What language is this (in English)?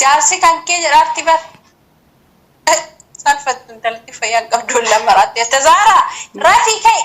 Oromo